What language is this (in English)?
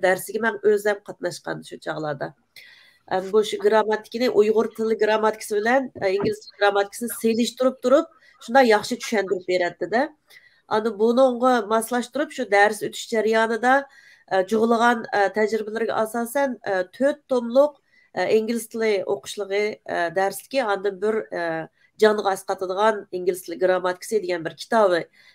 Uyghur